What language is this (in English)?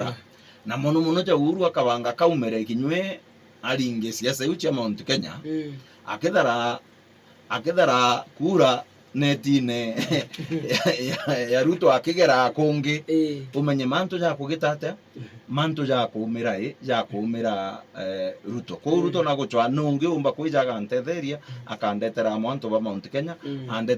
Meru